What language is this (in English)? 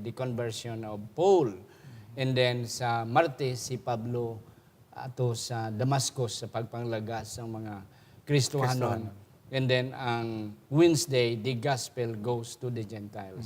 Hiligaynon